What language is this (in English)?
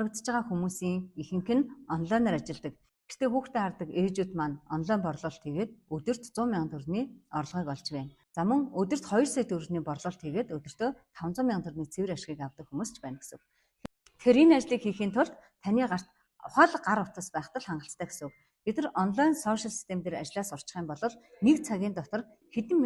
Mongolian